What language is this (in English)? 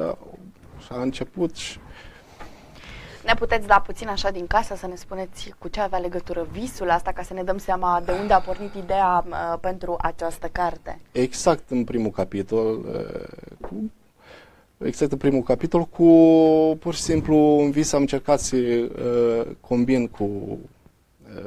Romanian